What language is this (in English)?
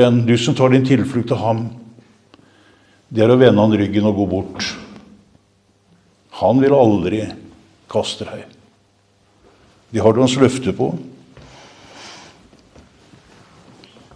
Norwegian